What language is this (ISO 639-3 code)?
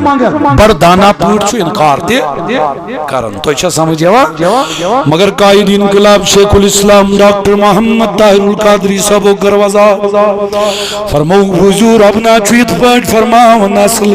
kas